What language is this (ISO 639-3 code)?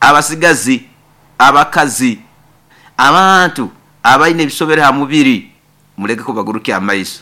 nyo